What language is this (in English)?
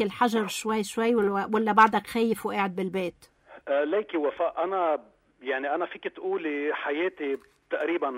North Levantine Arabic